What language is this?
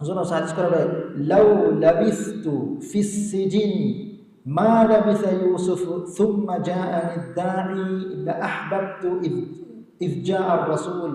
Divehi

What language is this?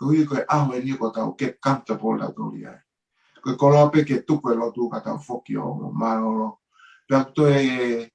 Tongan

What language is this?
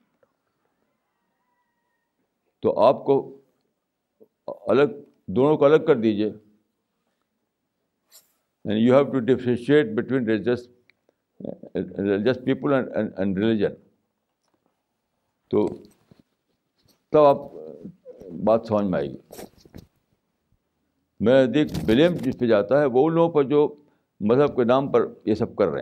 Urdu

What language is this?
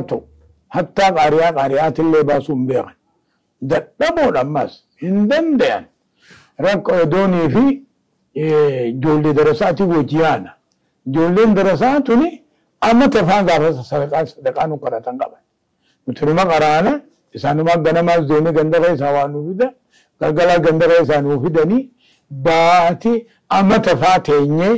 Oromo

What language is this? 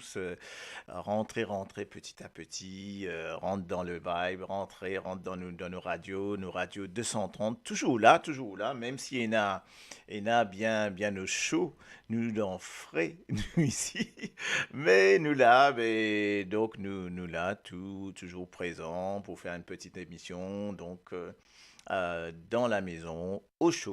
Morisyen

